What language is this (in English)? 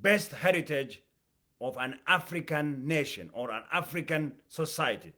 English